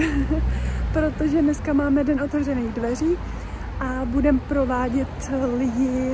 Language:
Czech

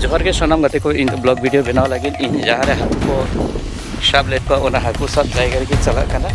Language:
Santali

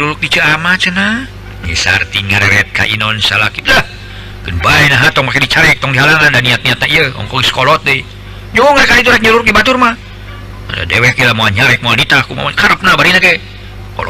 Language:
Sundanese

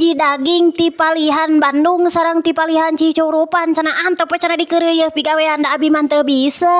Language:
Sundanese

